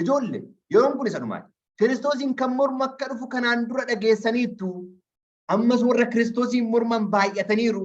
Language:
Oromo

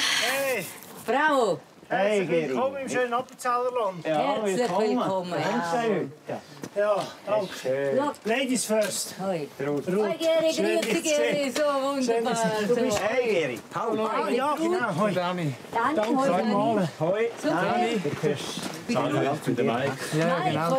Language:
Swiss German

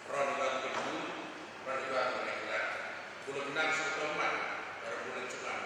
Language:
Fijian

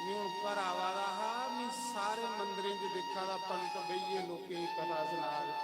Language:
Dogri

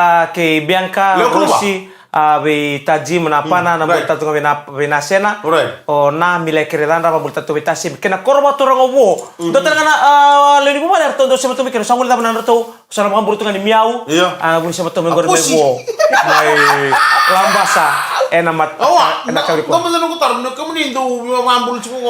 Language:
Fijian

